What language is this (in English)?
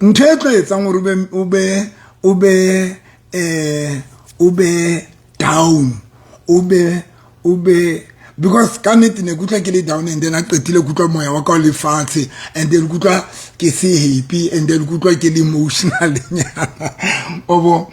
Southern Sotho